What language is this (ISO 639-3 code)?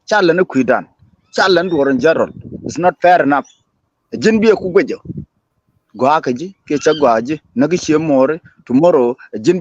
nus